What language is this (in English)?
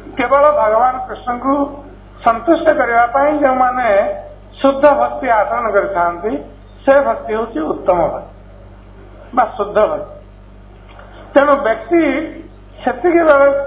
Odia